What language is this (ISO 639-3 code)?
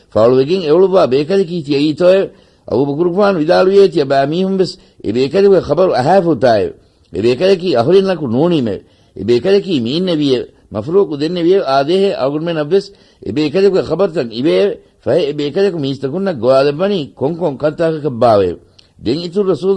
div